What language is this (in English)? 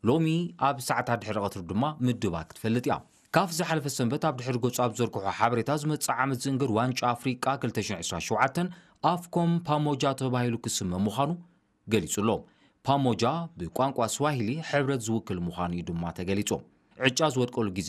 Tigrinya